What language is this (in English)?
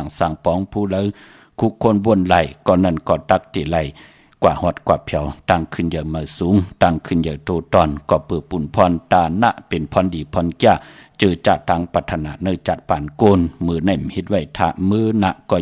Shan